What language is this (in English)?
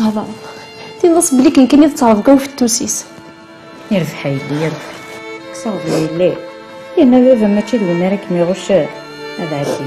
Kabyle